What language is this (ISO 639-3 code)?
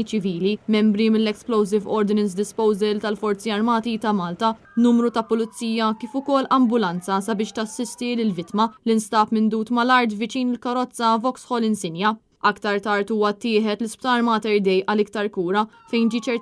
mlt